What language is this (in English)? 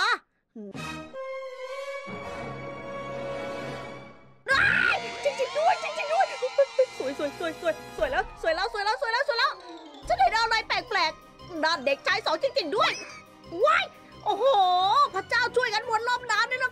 Thai